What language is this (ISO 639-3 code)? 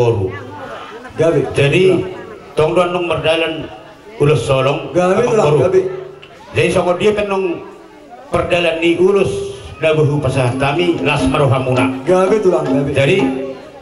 bbc